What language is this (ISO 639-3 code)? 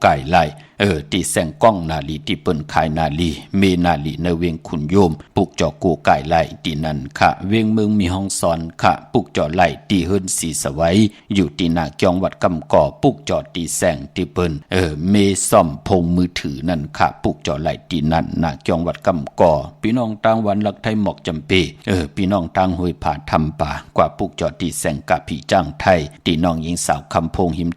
shn